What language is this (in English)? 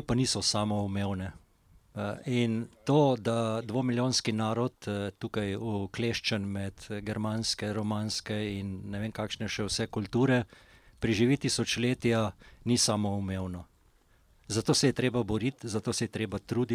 Slovenian